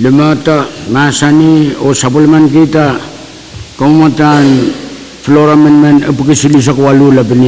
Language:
Pohnpeian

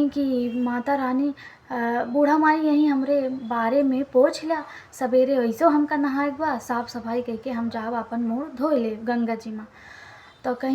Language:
Awadhi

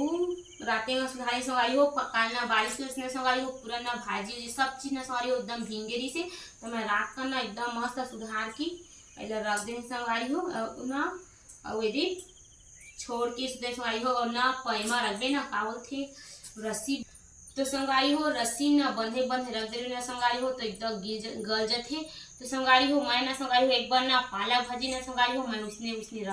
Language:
Chhattisgarhi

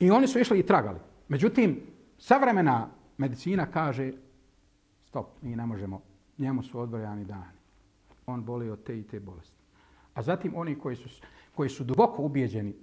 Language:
Bosnian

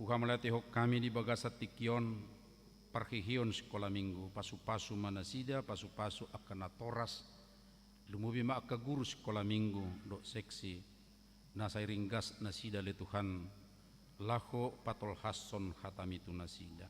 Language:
Batak Toba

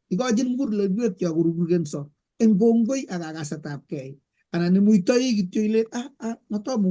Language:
Kalenjin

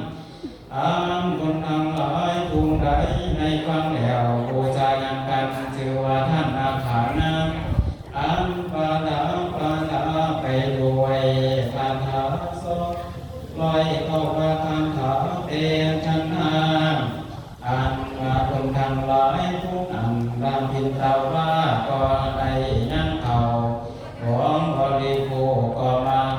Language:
Northeastern Thai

